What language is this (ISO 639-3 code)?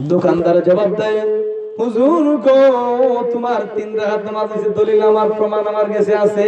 syl